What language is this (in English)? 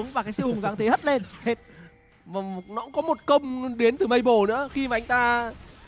Vietnamese